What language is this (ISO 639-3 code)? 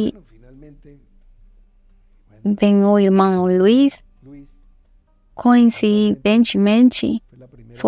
por